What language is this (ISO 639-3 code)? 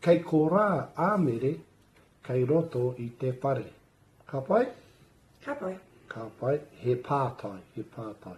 mri